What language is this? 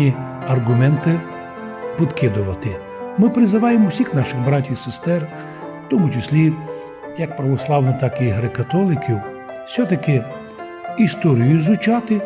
Rusyn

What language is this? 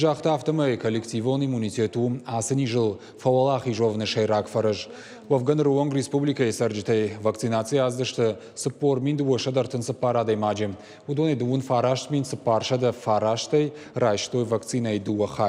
Ossetic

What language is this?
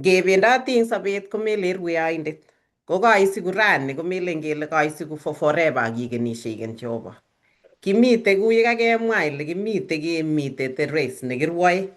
Kalenjin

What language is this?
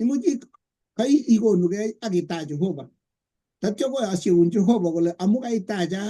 Kalenjin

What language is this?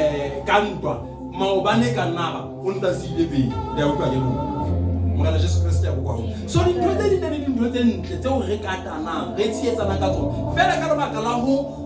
Southern Sotho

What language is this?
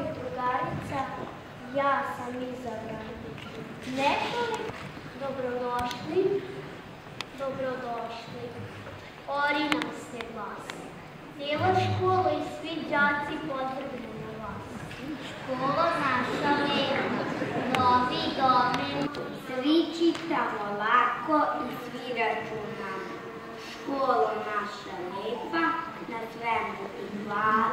Serbian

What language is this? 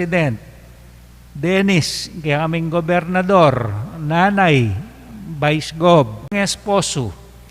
Pampanga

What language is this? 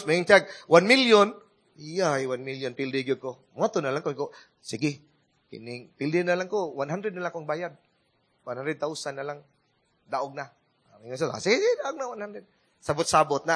Cebuano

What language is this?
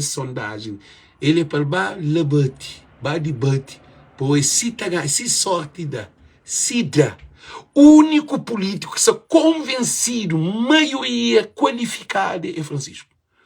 Kabuverdianu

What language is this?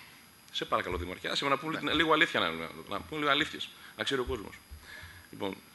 Greek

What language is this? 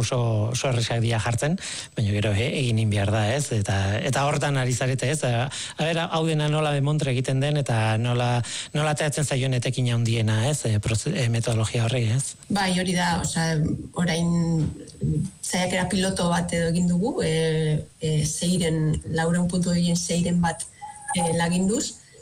Basque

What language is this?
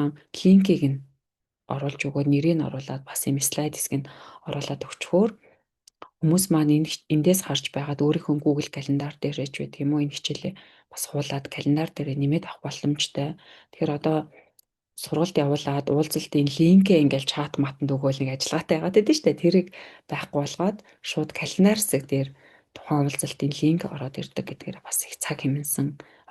Mongolian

